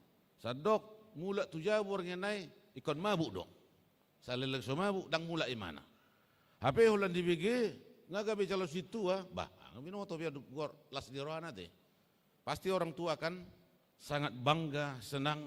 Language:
Batak Toba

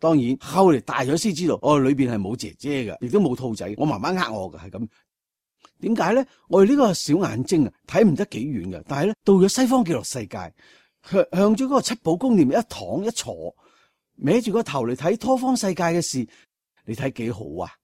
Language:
Cantonese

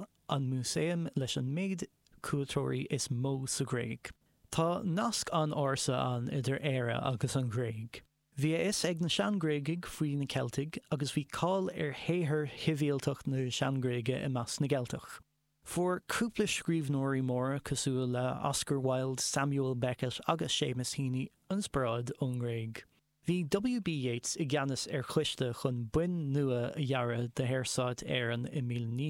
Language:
Irish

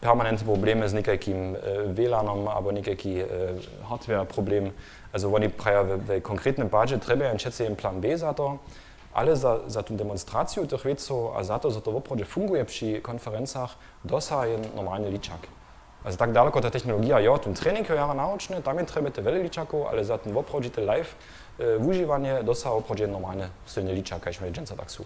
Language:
Upper Sorbian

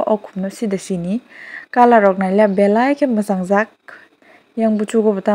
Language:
Kok Borok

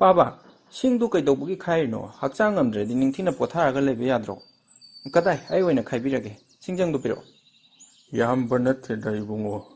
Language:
Manipuri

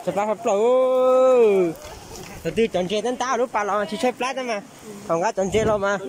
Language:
Hmong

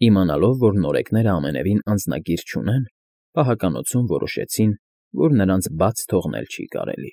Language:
Armenian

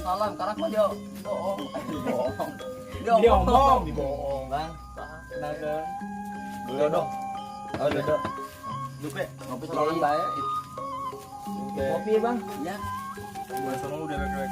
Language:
Sundanese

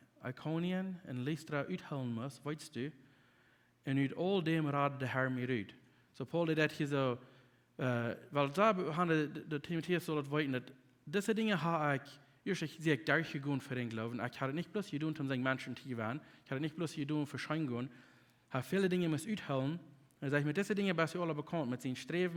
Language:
Plautdietsch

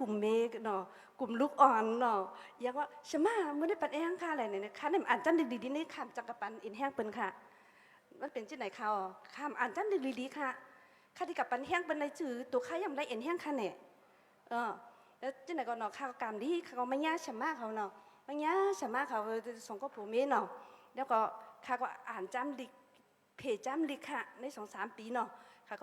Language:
Shan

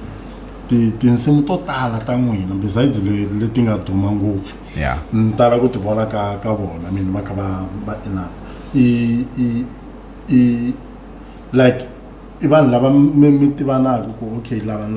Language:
Tsonga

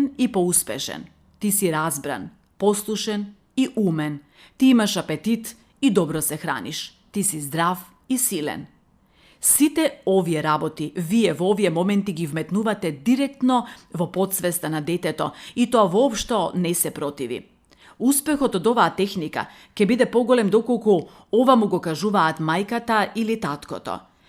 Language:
Macedonian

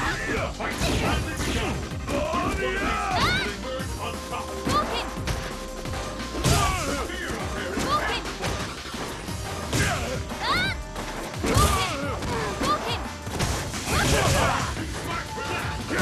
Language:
English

